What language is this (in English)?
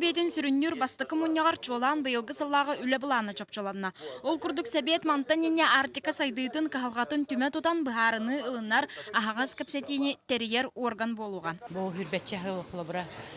Yakut